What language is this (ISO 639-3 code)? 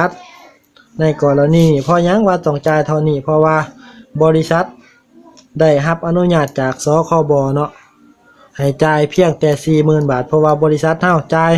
lao